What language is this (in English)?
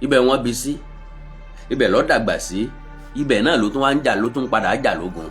Yoruba